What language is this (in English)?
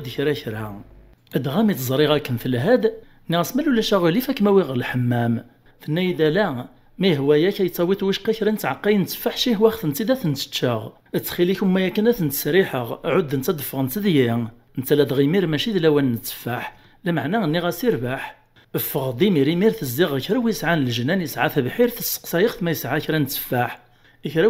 Kabyle